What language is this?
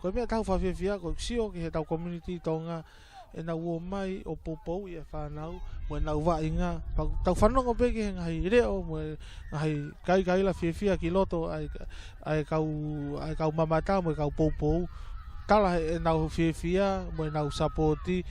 Tongan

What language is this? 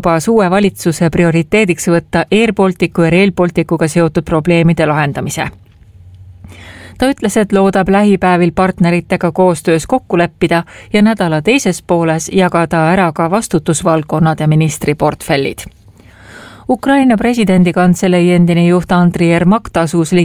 Estonian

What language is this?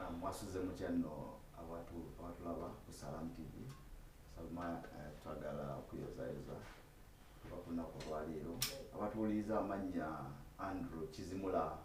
Ganda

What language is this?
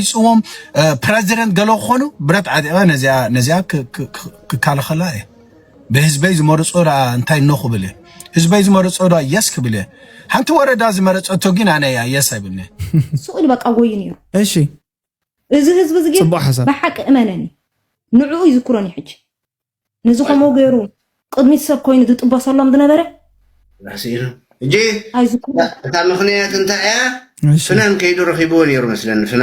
Tigrinya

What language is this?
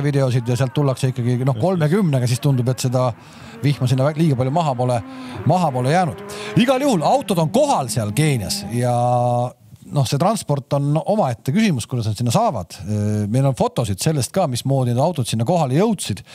Estonian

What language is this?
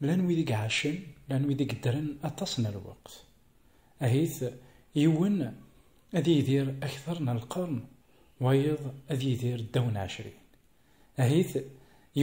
Kabyle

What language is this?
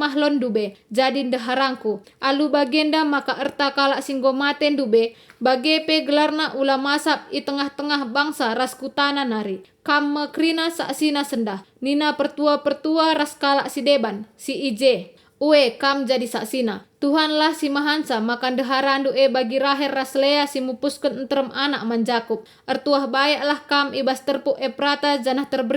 Batak Karo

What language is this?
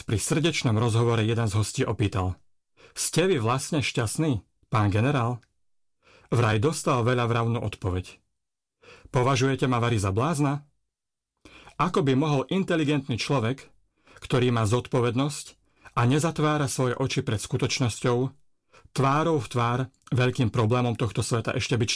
Slovak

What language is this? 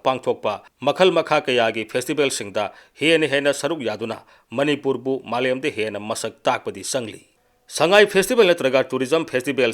Manipuri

